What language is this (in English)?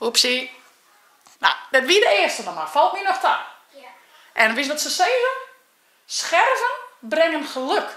Western Frisian